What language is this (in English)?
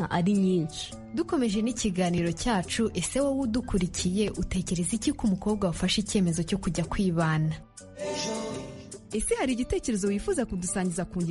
Kinyarwanda